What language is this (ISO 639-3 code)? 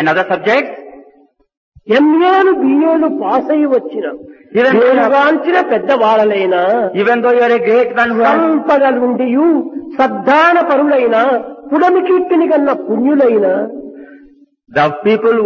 tel